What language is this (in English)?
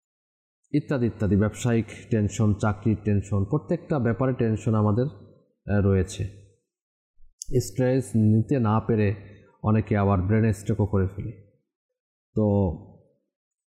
Bangla